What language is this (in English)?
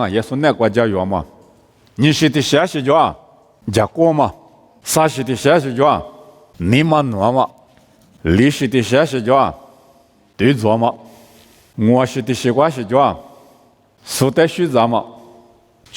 Lisu